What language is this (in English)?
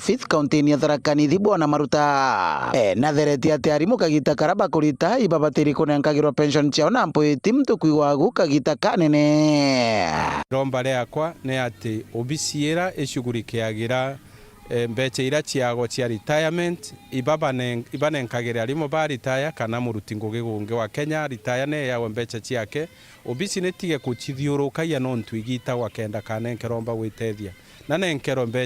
Meru